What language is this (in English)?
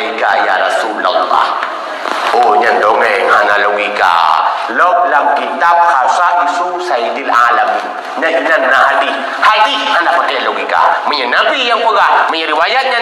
Achinese